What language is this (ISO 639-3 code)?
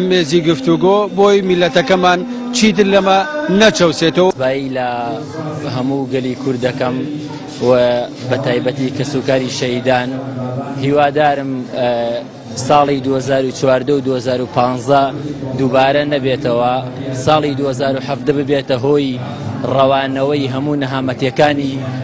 ckb